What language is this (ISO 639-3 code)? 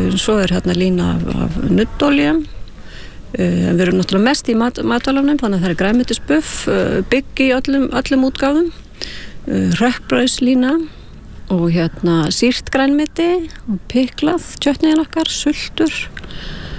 isl